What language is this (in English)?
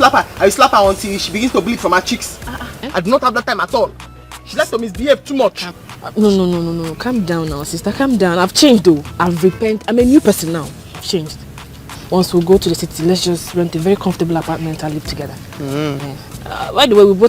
Nigerian Pidgin